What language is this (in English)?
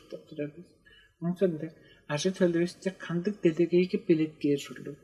Tuvinian